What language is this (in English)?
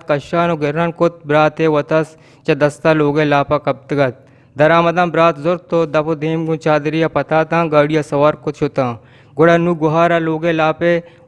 Eastern Balochi